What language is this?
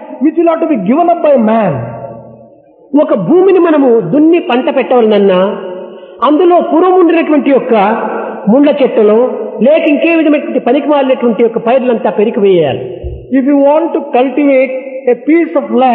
Telugu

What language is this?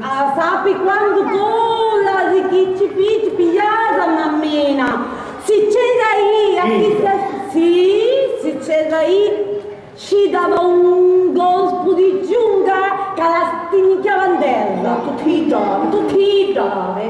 Sicilian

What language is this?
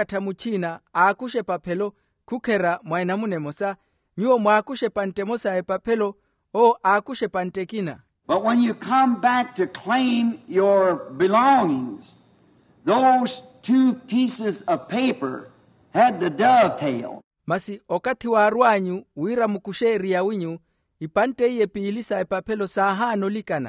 Makhuwa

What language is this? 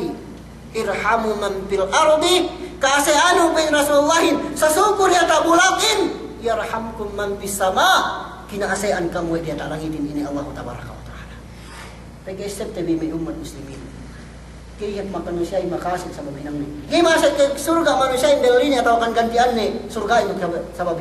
Yakan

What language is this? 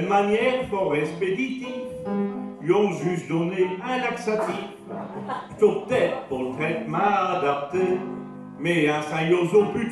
Picard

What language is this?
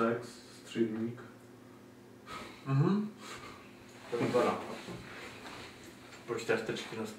Czech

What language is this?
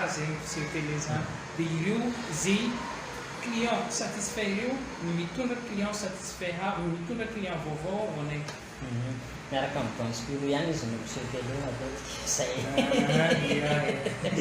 Malagasy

